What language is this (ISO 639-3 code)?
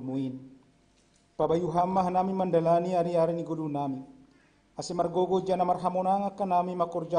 bts